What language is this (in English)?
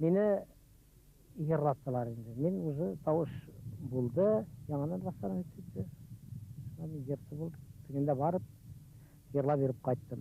Bashkir